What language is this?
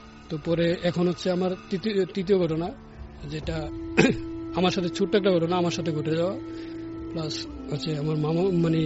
Bangla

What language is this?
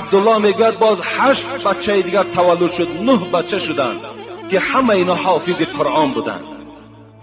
Tajik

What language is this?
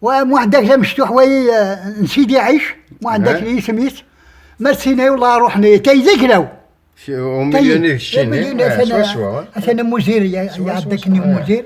Kabyle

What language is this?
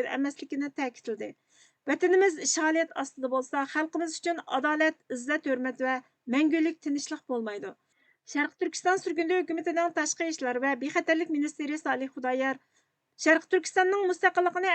Uyghur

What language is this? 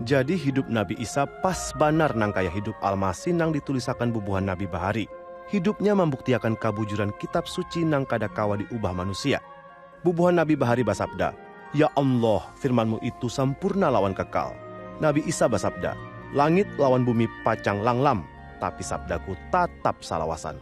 Banjar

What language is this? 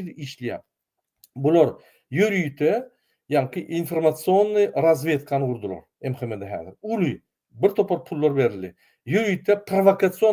Turkmen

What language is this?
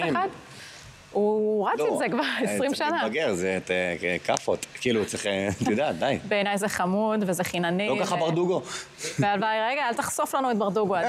Hebrew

